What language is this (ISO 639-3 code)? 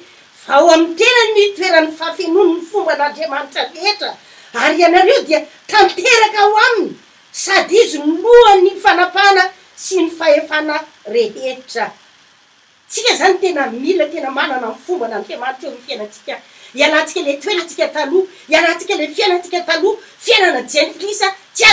mlg